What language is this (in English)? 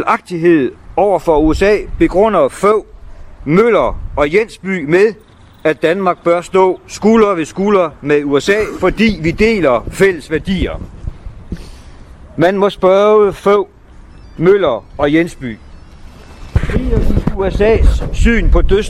Danish